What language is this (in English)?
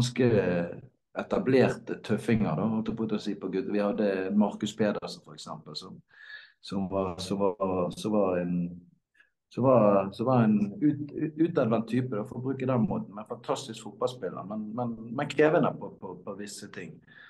Norwegian